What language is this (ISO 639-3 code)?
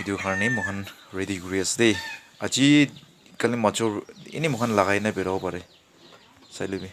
nag